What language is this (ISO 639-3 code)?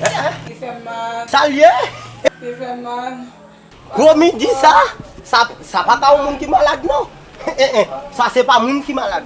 hat